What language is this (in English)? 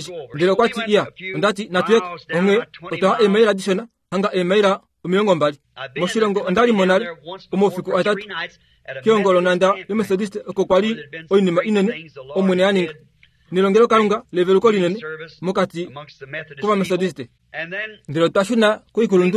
Kuanyama